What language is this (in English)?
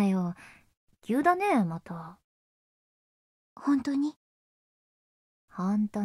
Japanese